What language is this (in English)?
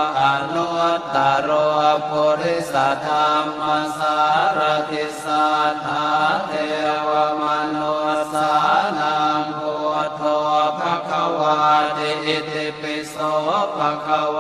Pali